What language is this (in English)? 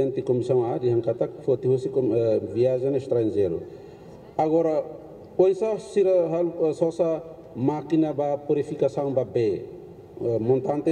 Tetum